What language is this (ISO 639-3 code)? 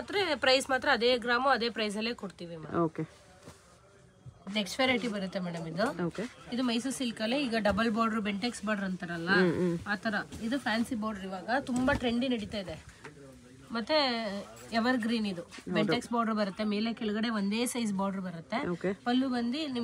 kan